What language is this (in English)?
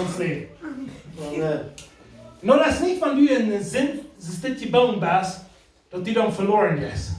Plautdietsch